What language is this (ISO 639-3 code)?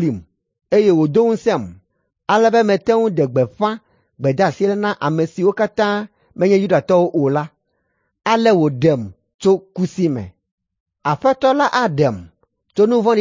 ewe